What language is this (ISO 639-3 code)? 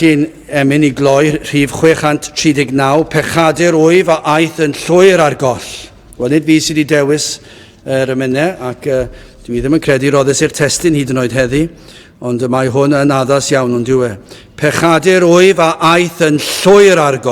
cym